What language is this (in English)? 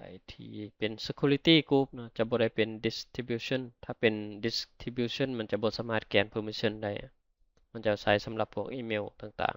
Lao